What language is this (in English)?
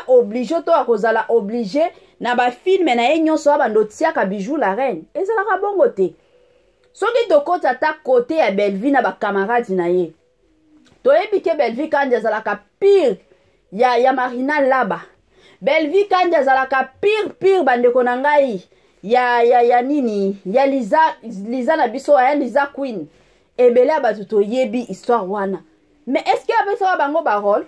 Lingala